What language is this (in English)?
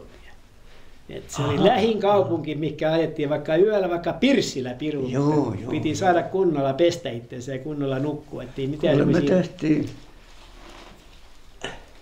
Finnish